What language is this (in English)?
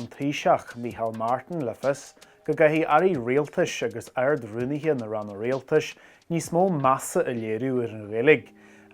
Irish